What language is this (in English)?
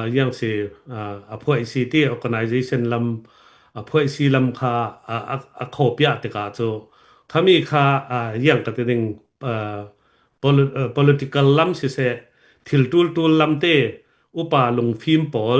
Falam Chin